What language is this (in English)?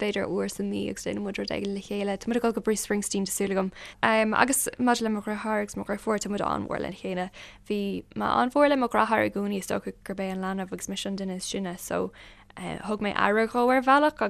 Irish